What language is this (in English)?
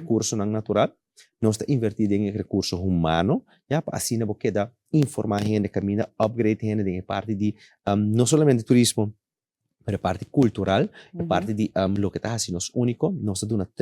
Papiamento